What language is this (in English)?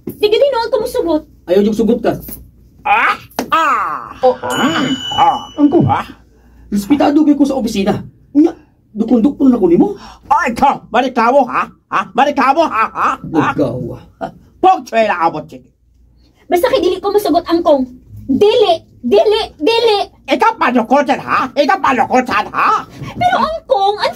Cebuano